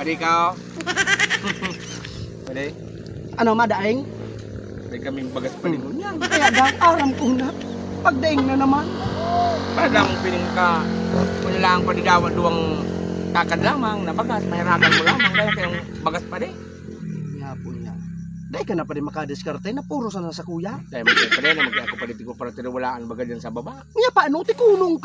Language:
Bikol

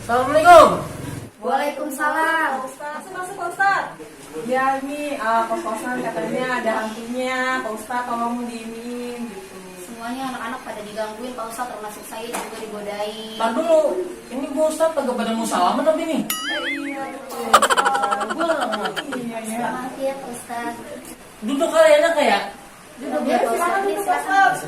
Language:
Betawi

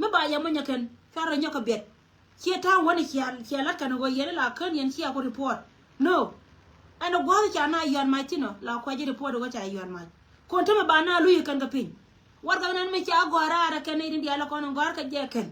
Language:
Nuer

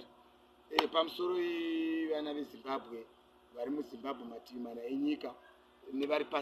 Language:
Shona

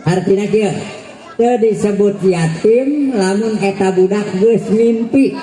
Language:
Sundanese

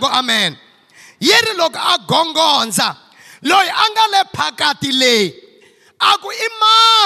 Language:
Tsonga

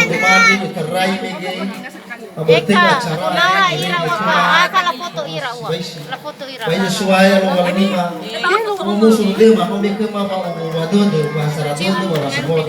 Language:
Nias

